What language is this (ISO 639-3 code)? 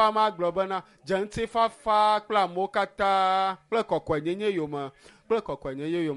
ewe